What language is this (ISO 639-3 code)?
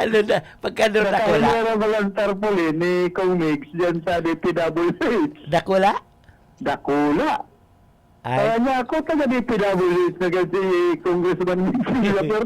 bik